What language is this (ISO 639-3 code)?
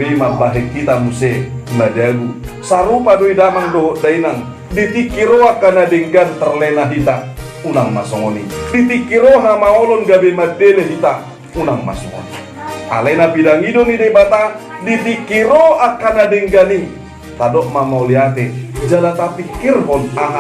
bbc